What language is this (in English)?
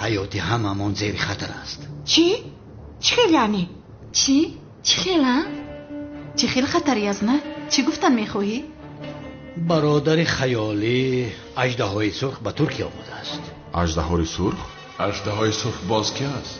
Tajik